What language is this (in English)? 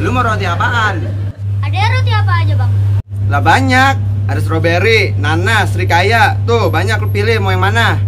Betawi